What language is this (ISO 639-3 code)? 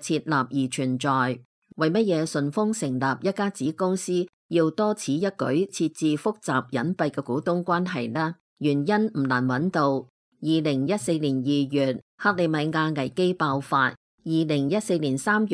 yue